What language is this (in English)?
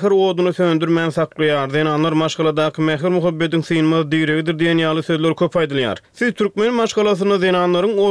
Turkmen